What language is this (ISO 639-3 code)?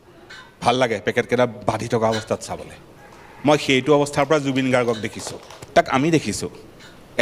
asm